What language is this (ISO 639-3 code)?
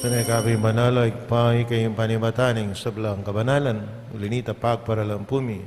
pam